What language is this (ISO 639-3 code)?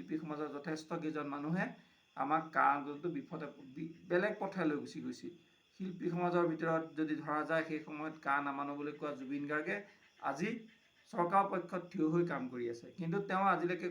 asm